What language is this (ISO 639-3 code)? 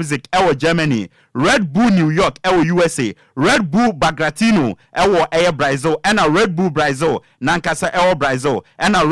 aka